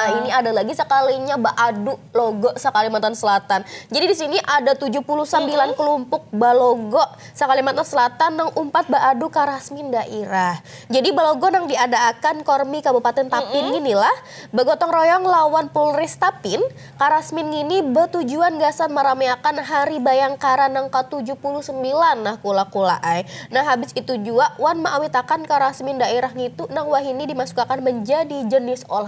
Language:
Banjar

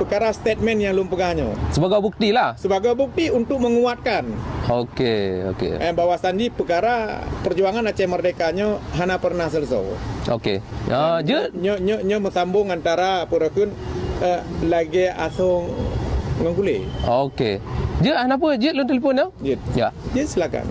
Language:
Achinese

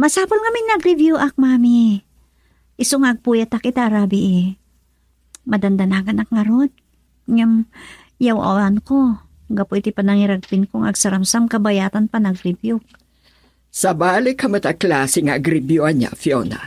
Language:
Iloko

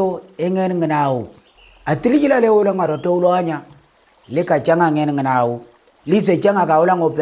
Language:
Moro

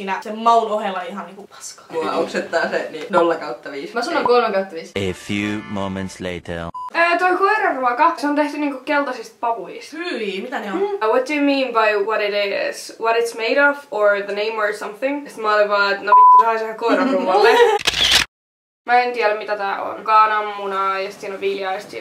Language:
Finnish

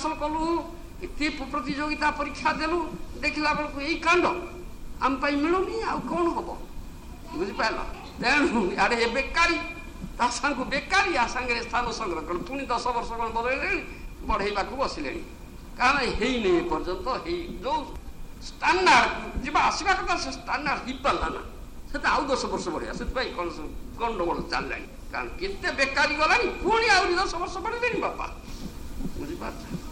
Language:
Odia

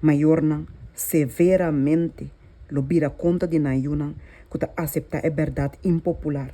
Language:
Papiamento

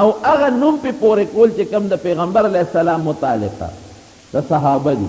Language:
Pashto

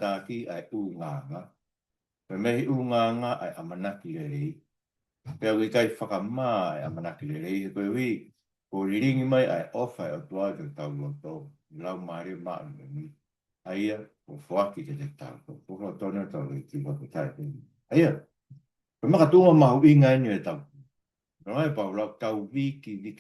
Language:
Tongan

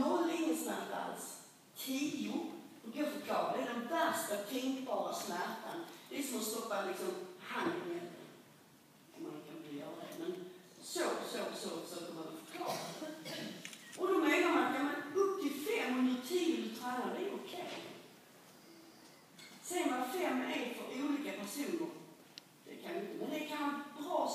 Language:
Swedish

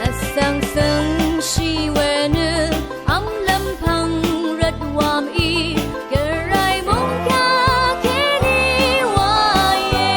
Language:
Rawang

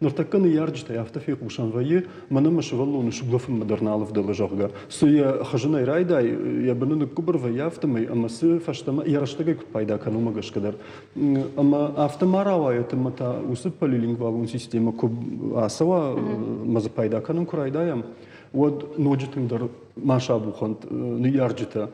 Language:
Ossetic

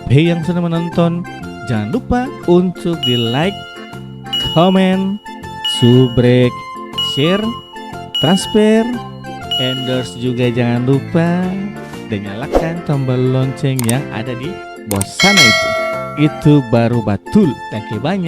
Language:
Ambonese Malay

